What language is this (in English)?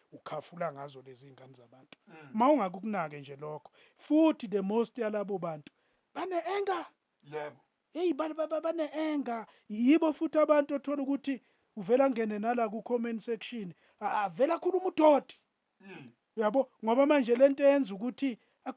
Zulu